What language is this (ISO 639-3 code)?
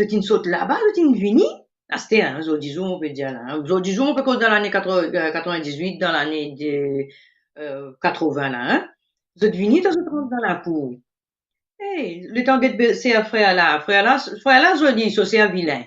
mfe